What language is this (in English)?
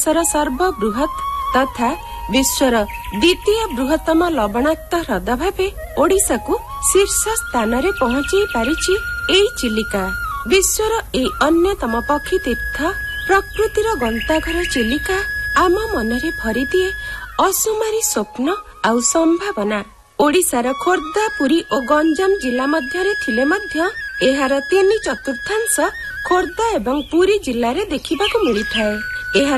Odia